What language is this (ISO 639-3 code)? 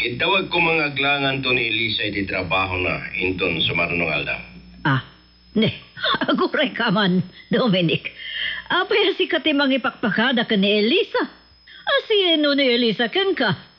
ilo